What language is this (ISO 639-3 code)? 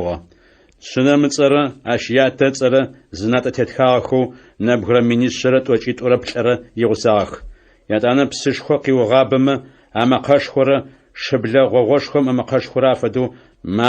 ady